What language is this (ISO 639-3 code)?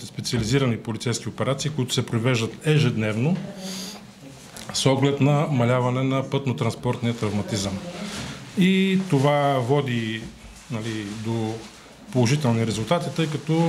bul